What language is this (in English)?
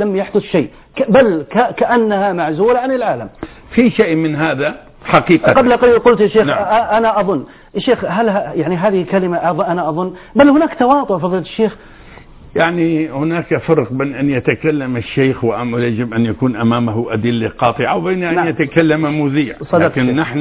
Arabic